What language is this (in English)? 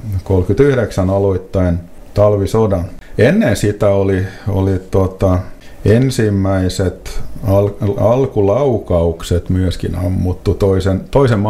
Finnish